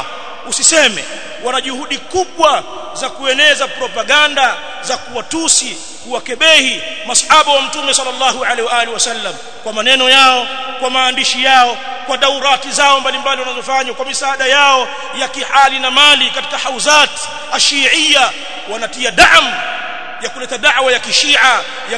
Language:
Swahili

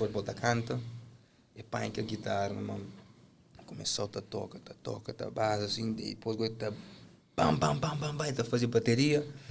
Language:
Kabuverdianu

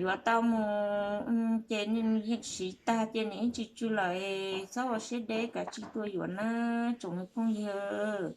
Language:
Hmong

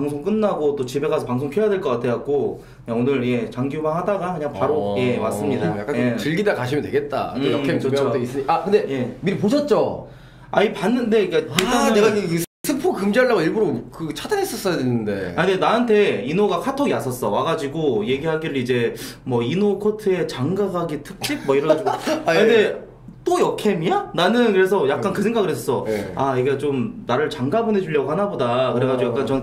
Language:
Korean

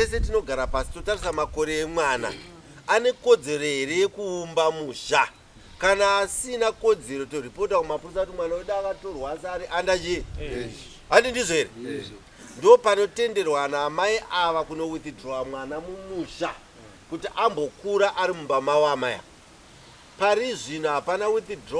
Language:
Shona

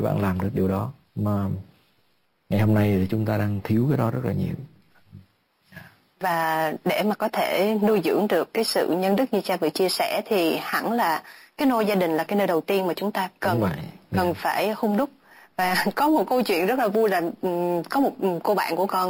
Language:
Vietnamese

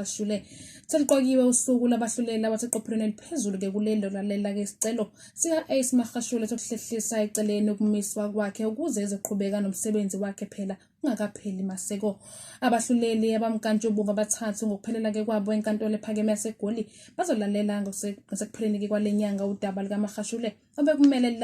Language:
Zulu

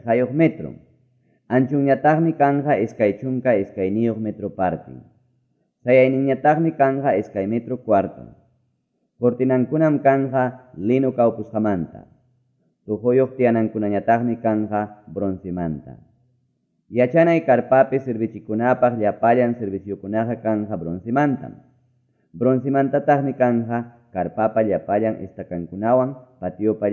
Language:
Quechua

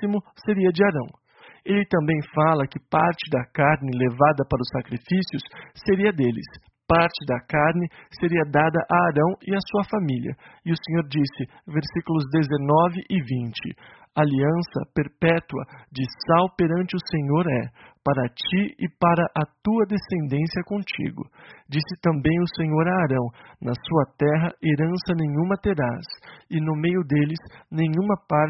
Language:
Portuguese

